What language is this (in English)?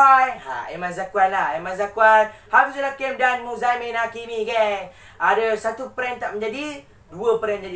Malay